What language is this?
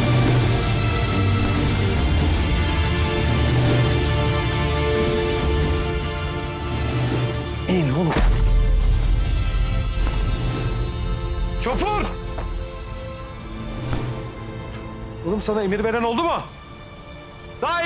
Turkish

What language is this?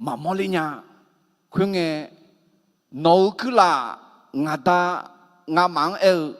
Akha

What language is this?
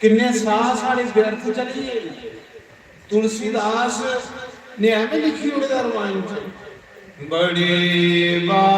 Dogri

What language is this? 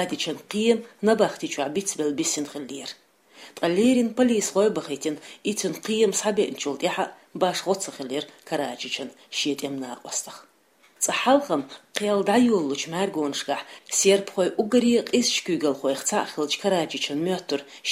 Chechen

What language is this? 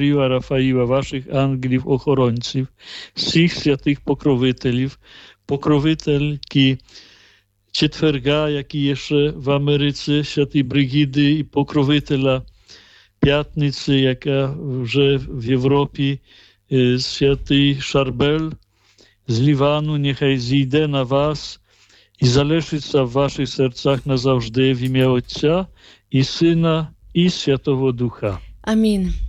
Ukrainian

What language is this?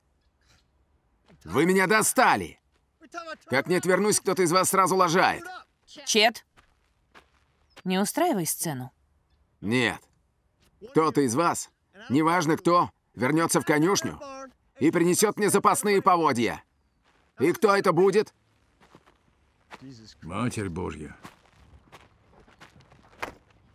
Russian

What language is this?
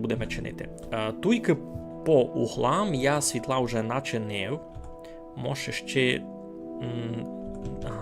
Rusyn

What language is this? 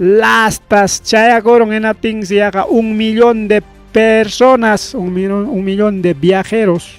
Ayacucho Quechua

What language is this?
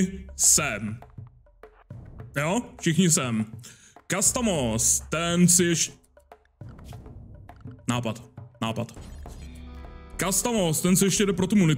Czech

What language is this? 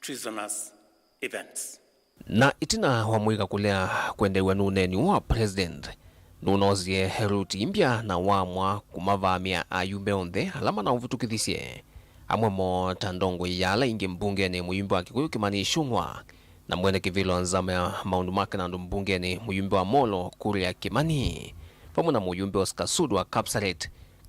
Kamba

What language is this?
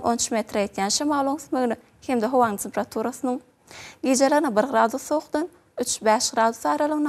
Turkmen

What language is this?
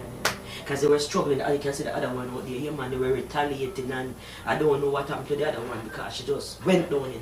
Jamaican Creole English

